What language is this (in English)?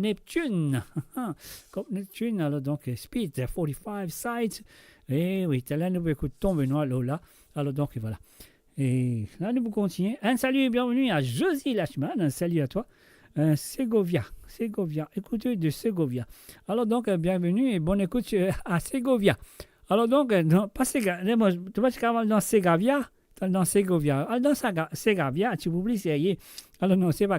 Morisyen